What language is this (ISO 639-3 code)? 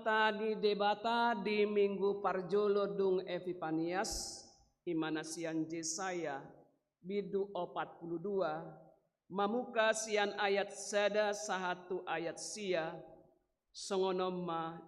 bbc